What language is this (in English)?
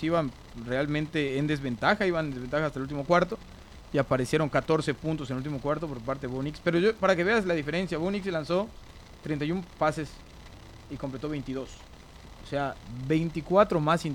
Spanish